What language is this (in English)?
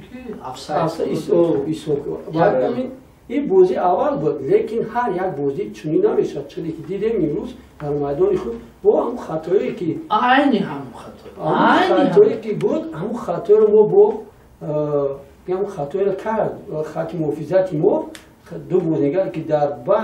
Tajik